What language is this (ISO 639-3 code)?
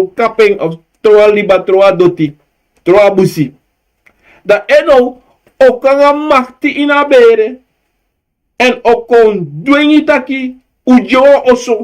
srn